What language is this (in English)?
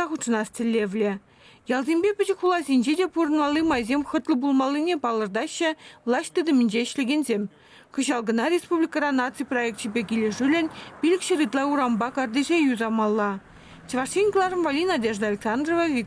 Chuvash